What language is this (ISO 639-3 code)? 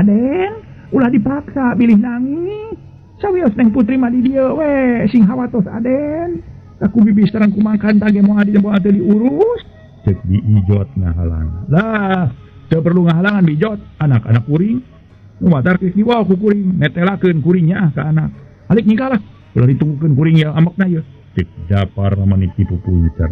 sun